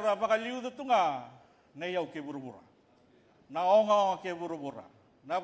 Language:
Fijian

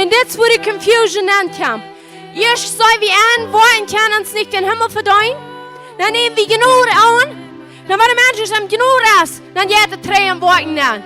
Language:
Plautdietsch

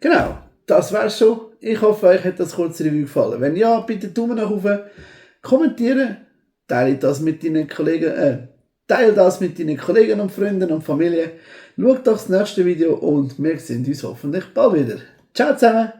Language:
Swiss German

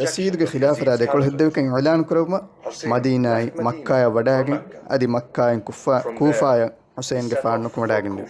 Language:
Divehi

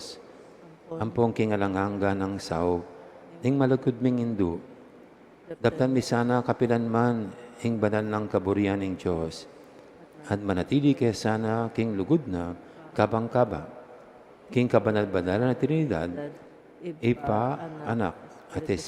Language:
Pampanga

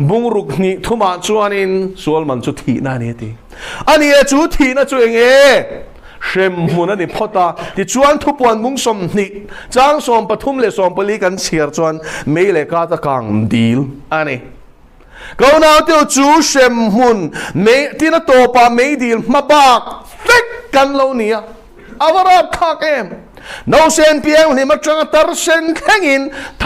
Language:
Mizo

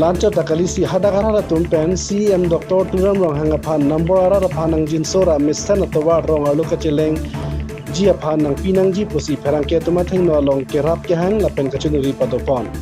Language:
Karbi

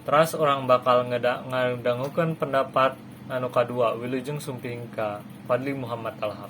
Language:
Sundanese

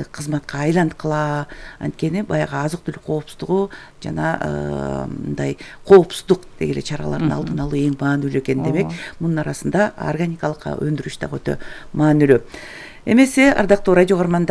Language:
Kyrgyz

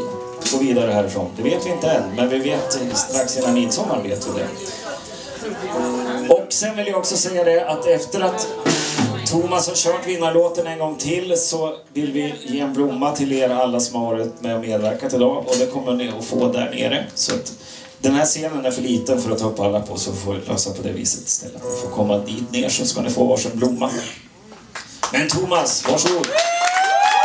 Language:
Swedish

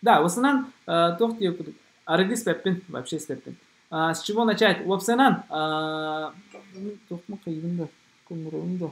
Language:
Yakut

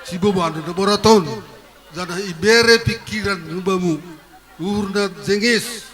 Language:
Batak Simalungun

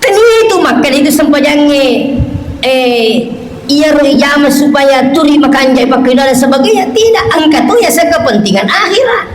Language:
Buginese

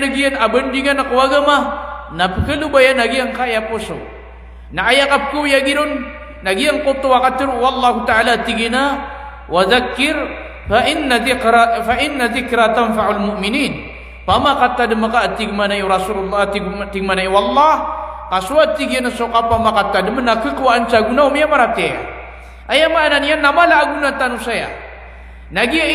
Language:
Maranao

